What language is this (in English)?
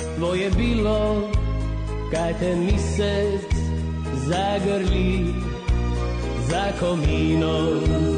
Croatian